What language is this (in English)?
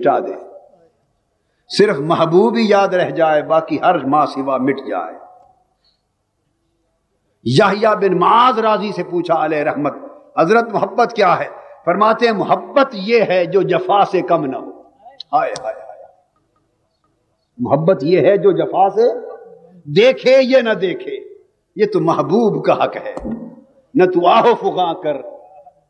Urdu